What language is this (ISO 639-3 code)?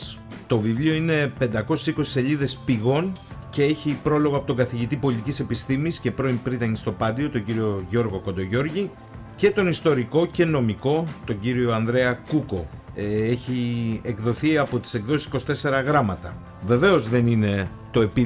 ell